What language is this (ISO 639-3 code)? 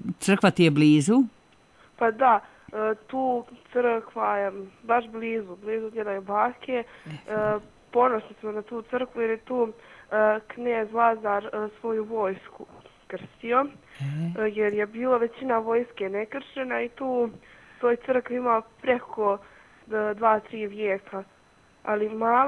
srp